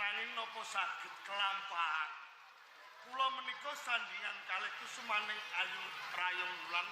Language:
Javanese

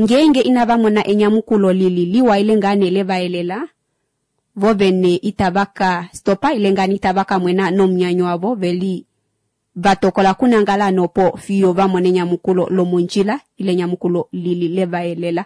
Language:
Kuanyama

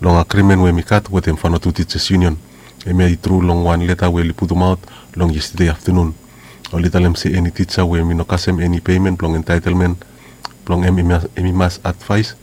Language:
Bislama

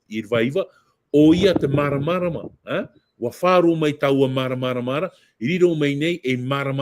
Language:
Tahitian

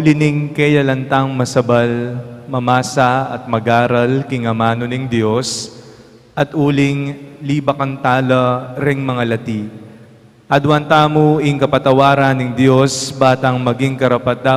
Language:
Pampanga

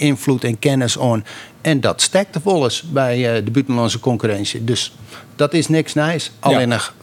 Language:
Western Frisian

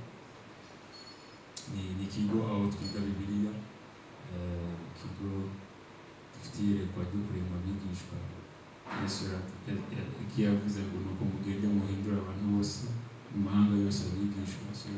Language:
Kinyarwanda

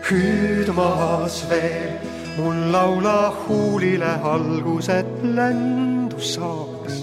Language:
Estonian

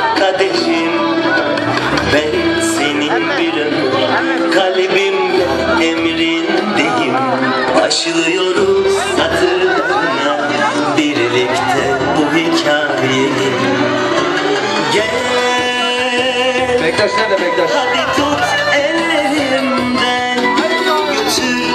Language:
Turkish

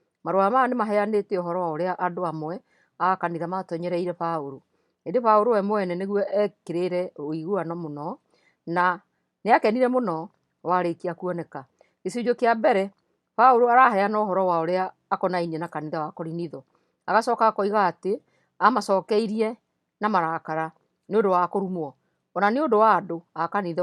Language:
Kikuyu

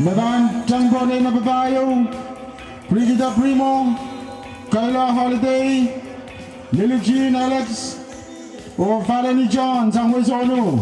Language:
Pohnpeian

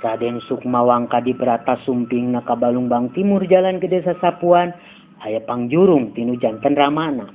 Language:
Sundanese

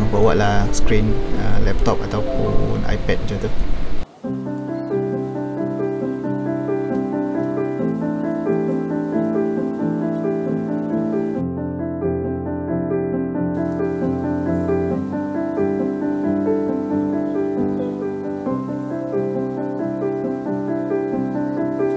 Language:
Malay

